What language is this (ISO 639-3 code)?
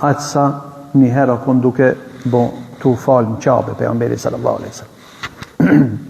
sqi